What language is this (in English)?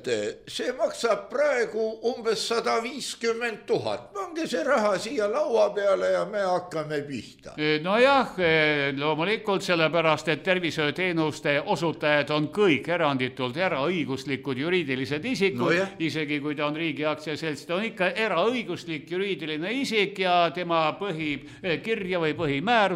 Estonian